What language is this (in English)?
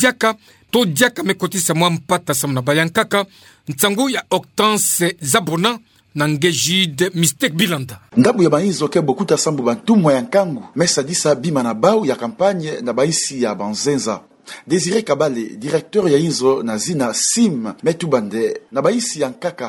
Kituba (Democratic Republic of Congo)